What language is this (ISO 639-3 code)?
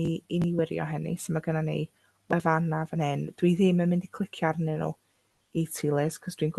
cym